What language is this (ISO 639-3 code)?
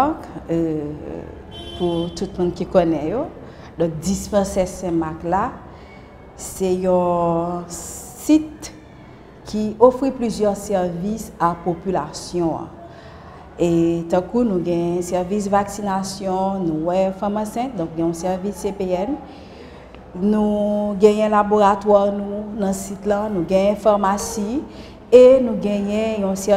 hat